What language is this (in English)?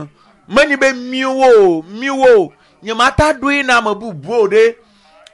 Ewe